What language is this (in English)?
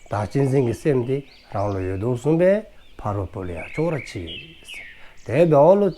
Dzongkha